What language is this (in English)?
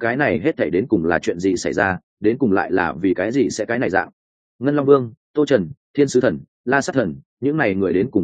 Vietnamese